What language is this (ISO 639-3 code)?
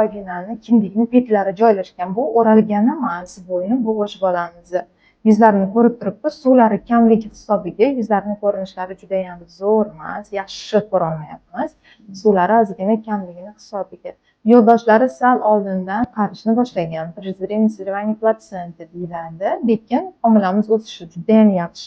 uzb